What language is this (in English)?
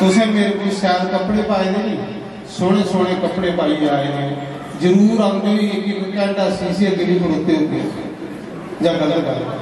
Dogri